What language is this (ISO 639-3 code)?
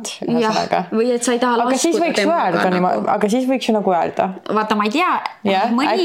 est